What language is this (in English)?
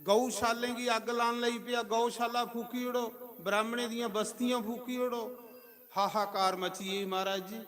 Dogri